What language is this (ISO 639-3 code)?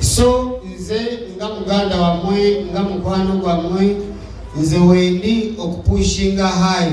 lug